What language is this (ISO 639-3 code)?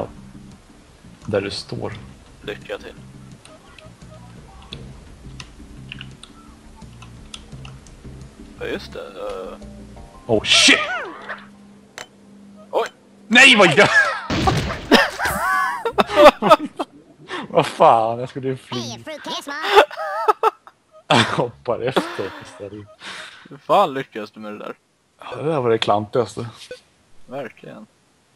swe